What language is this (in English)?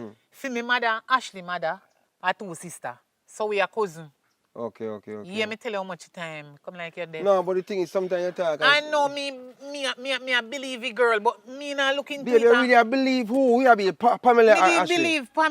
Jamaican Creole English